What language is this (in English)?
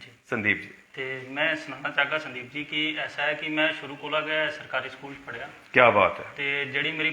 Dogri